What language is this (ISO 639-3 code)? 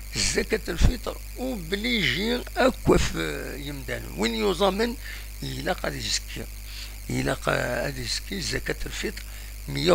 kab